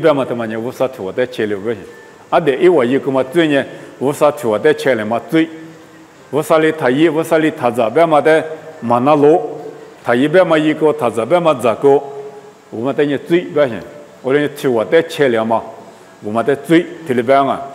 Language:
Lisu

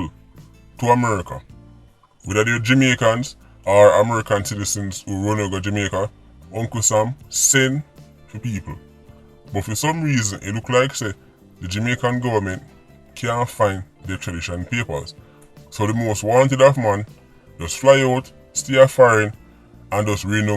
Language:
Jamaican Creole English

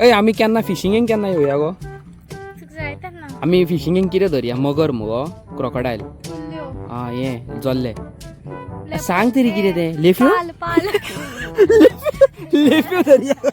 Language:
Konkani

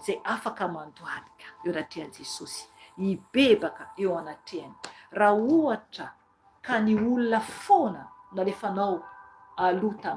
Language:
Malagasy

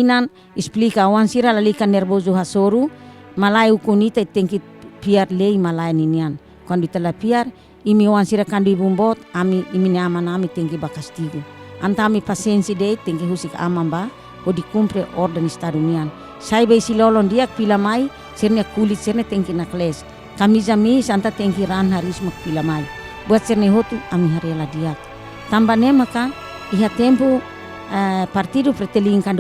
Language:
Tetum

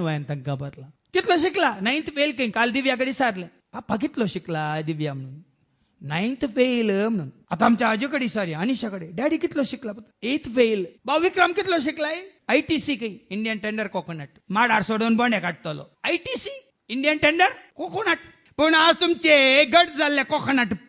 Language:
Konkani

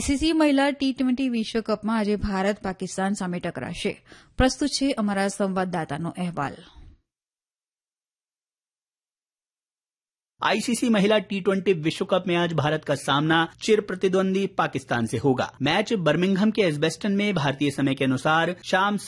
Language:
Gujarati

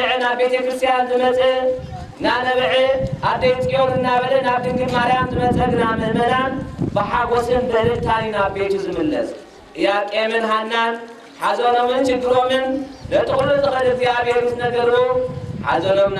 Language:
Tigrinya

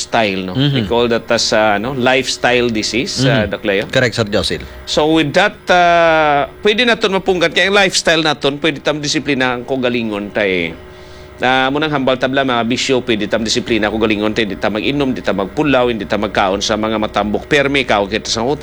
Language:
Hiligaynon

